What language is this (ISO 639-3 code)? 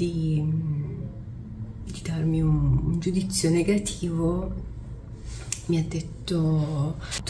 ita